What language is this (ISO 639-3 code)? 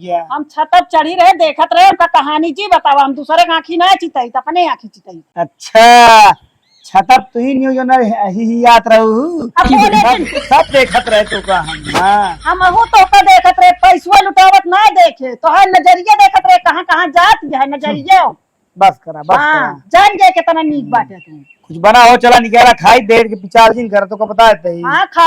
awa